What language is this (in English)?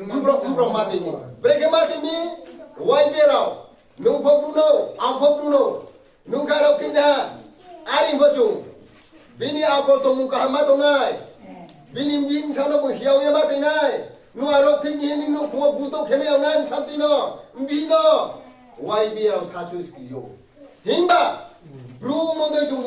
Riang (India)